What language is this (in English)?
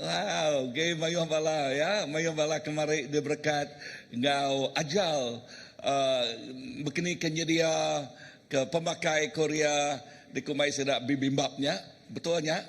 Iban